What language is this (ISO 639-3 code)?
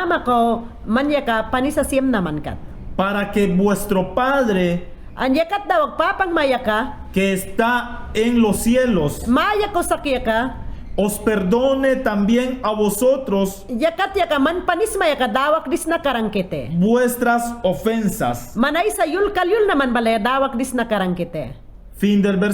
yan